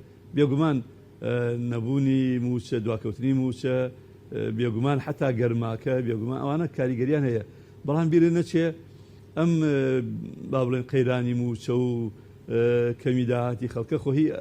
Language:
Central Kurdish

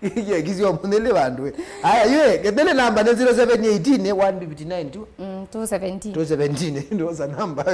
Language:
Kamba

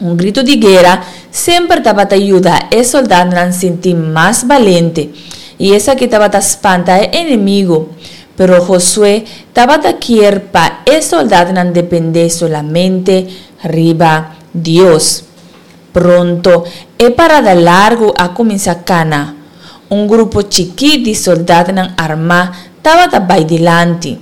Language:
Papiamento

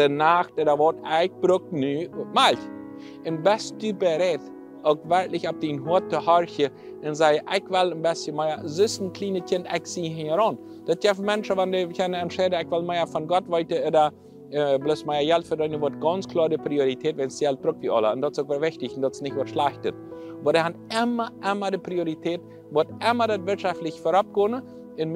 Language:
Plautdietsch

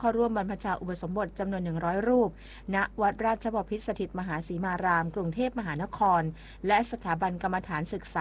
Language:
Thai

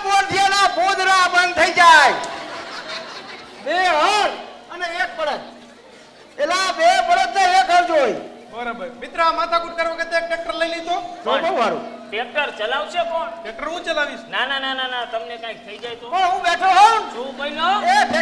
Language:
Gujarati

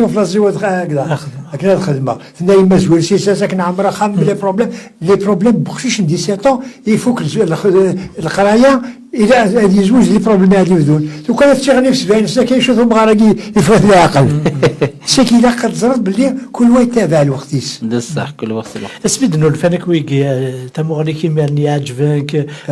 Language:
Kabyle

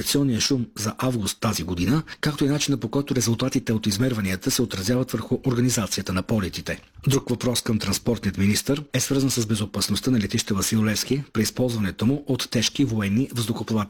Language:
Bulgarian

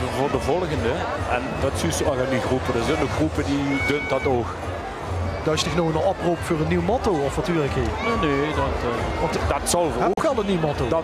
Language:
Limburgish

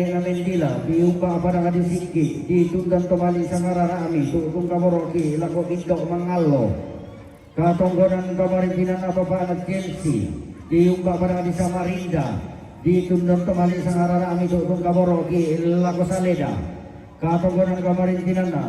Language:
Toraja-Sa'dan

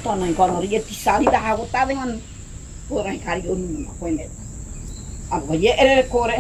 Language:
Ngäbere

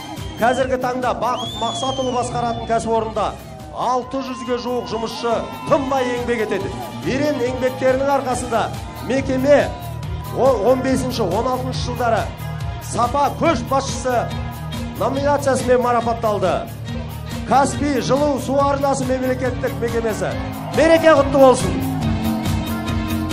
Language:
Kazakh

